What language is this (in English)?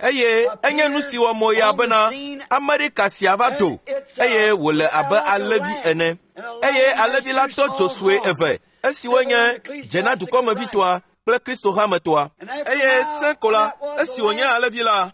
Ewe